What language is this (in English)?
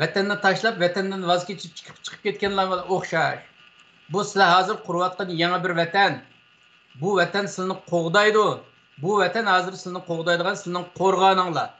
Uyghur